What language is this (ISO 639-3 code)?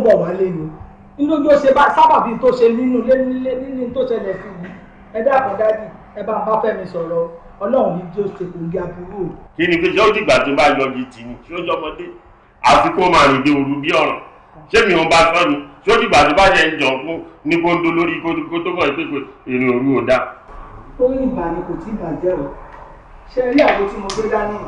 yor